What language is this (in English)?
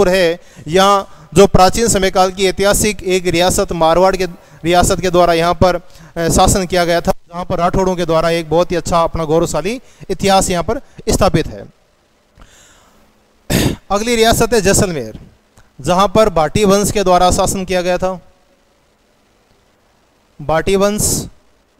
Hindi